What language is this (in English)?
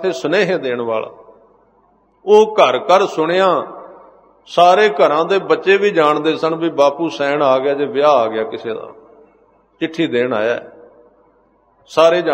Punjabi